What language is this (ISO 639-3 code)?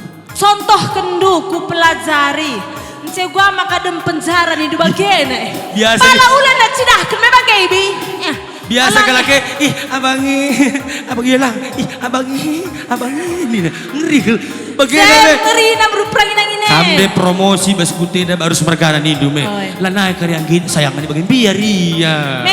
btx